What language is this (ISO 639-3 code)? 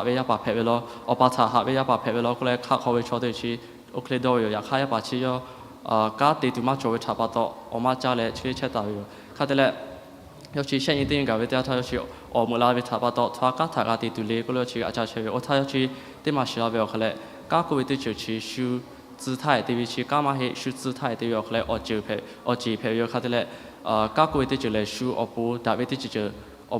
lhu